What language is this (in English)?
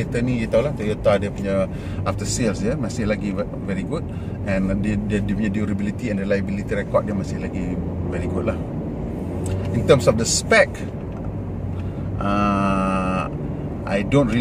Malay